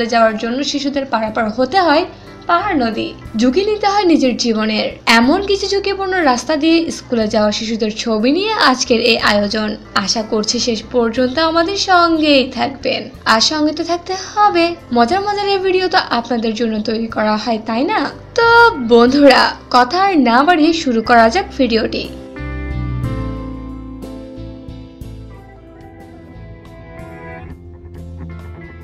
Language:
Bangla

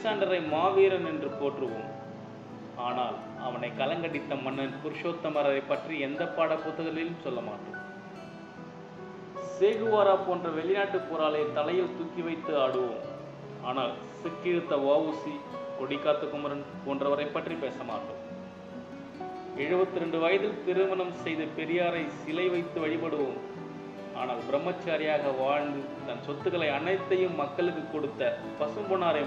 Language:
Tamil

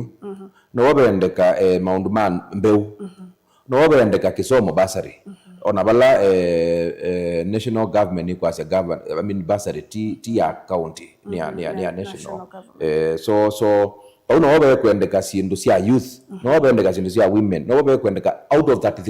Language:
Kamba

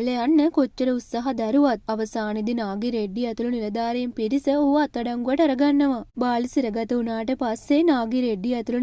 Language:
Sinhala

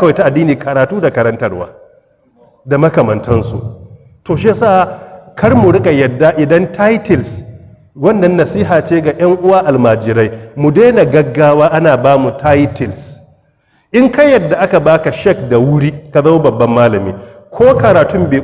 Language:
Hausa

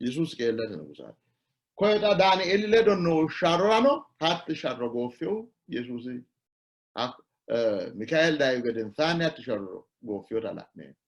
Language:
Sidamo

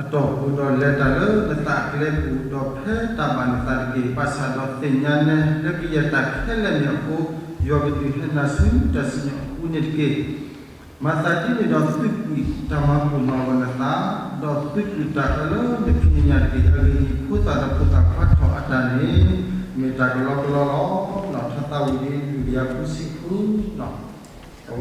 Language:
S'gaw Karen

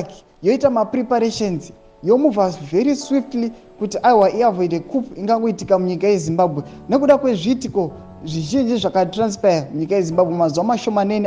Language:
Shona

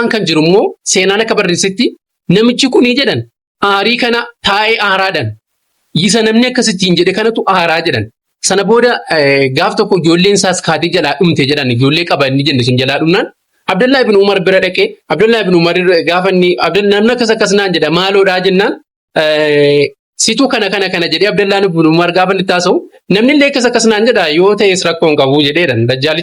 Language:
Oromo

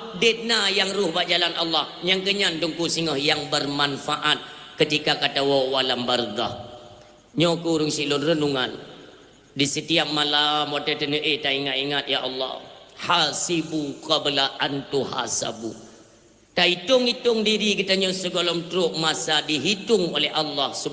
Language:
Achinese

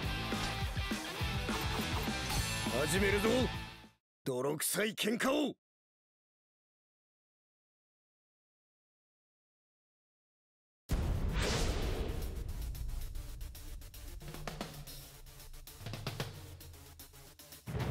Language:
Japanese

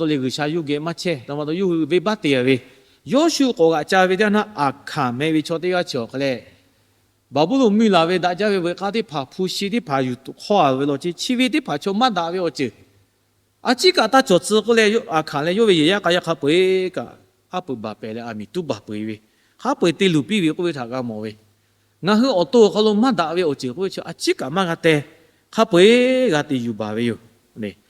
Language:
Lahu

